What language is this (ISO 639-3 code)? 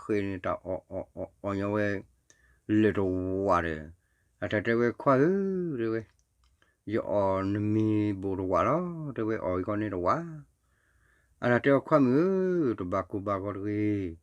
ksw